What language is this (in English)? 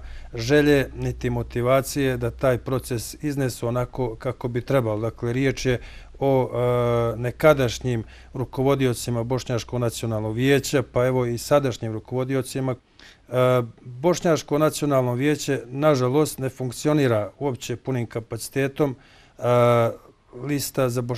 Bosnian